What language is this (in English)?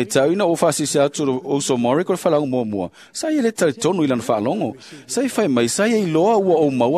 Samoan